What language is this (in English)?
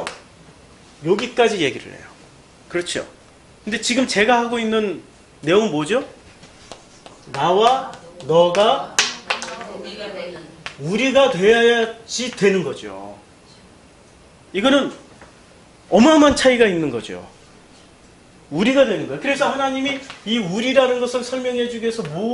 Korean